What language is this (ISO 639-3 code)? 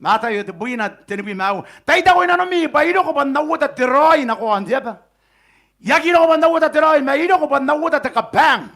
gil